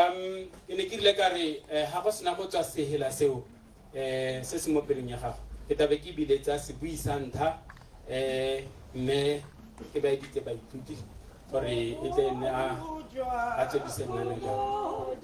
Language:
Tswana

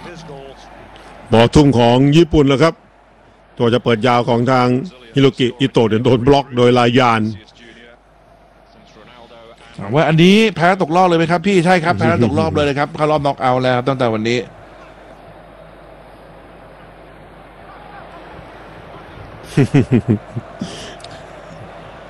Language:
Thai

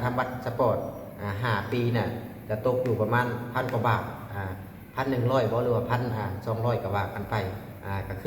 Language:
Lao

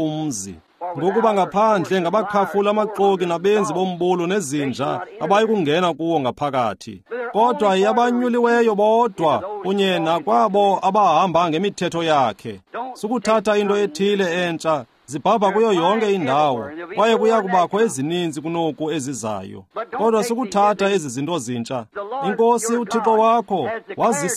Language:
Xhosa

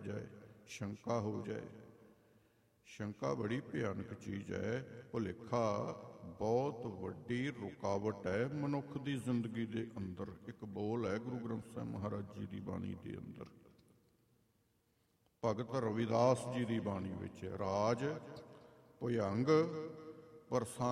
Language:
Punjabi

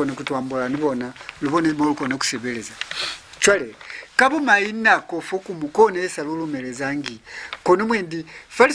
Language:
Lozi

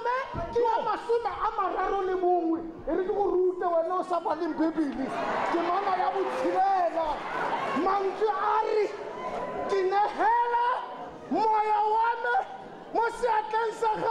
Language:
Tswana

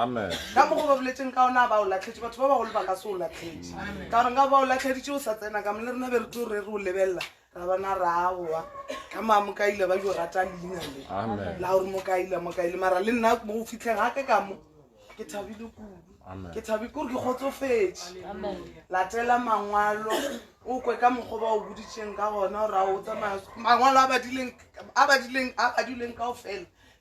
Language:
Northern Sotho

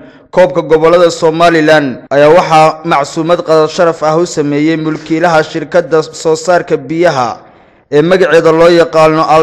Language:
Somali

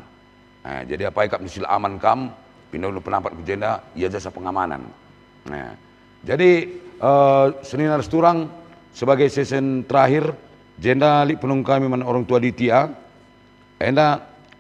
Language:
Batak Karo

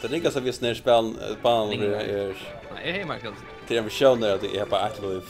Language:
Faroese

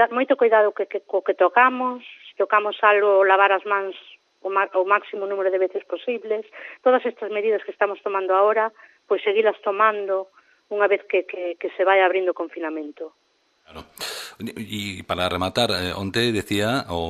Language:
Galician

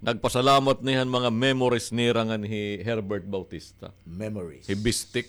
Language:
Waray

